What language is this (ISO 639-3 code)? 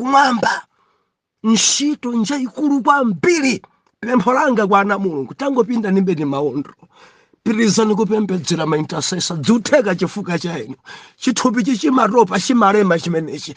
nya